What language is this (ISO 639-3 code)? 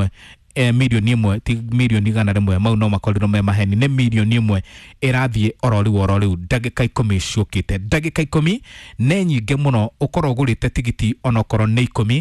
kik